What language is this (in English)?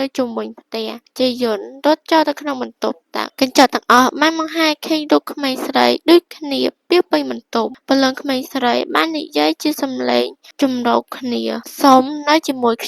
Khmer